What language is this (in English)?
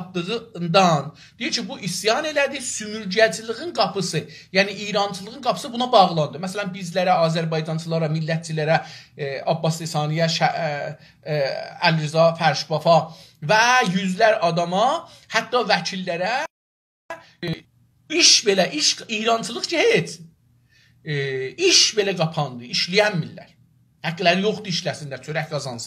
South Azerbaijani